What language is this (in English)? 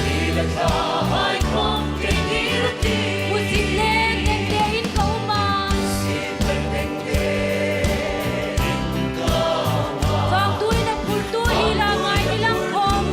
Hmar